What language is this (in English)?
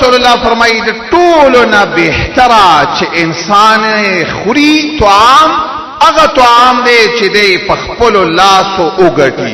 Pashto